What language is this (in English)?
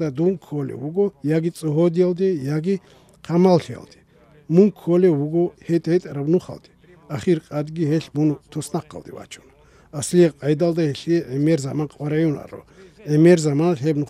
Avaric